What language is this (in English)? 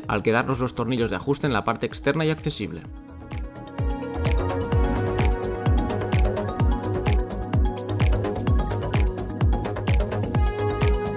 Spanish